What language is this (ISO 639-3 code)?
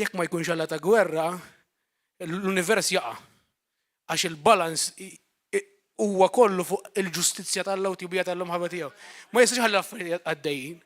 mlt